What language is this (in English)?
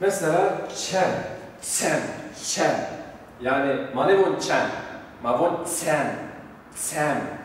Zaza